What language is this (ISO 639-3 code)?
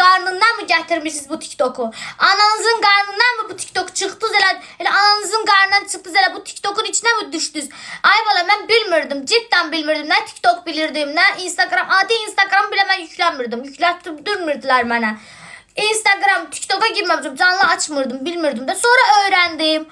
aze